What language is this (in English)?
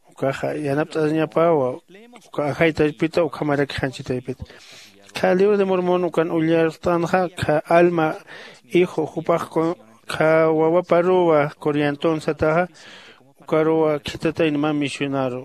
Aymara